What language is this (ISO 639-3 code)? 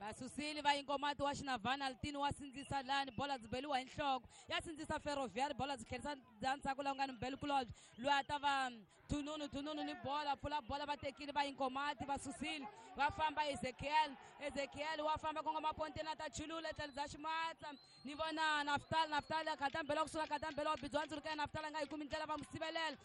tso